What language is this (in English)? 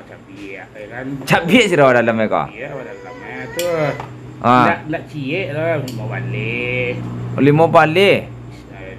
Minangkabau